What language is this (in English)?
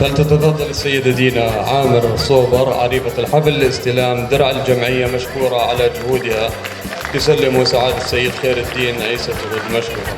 North Levantine Arabic